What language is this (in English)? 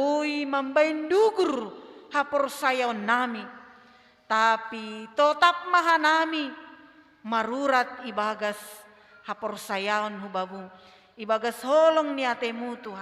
Batak Simalungun